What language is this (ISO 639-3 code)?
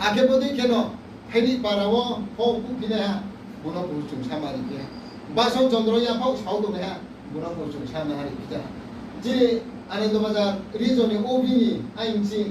ria